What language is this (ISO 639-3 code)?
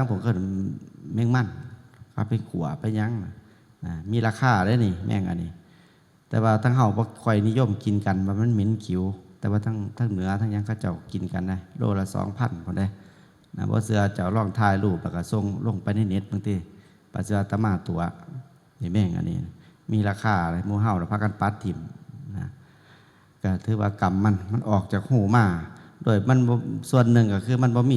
tts